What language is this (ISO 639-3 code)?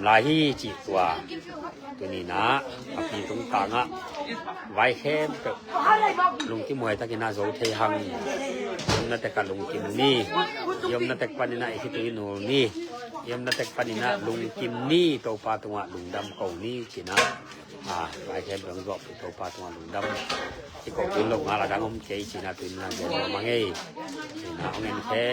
ctd